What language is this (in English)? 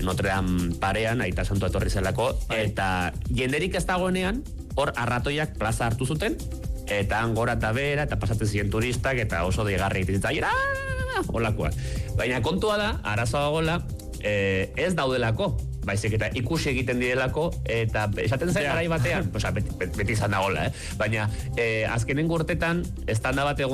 Basque